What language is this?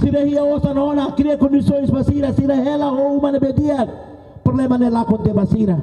Tetum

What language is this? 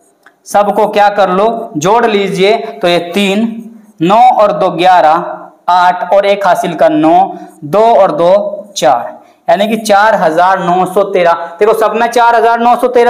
Hindi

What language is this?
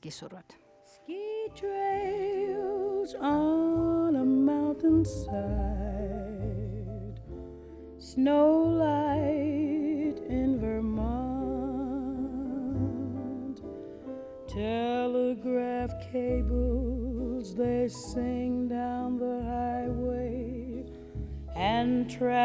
Georgian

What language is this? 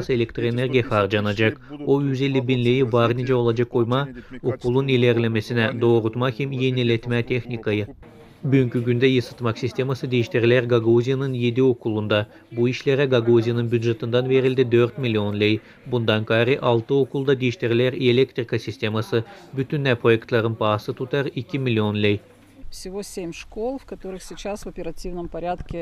Gagauz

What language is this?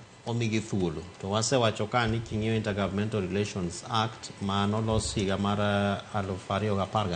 Luo (Kenya and Tanzania)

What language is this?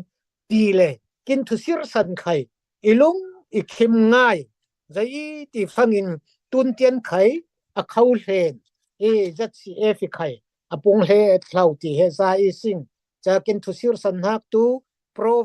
Falam Chin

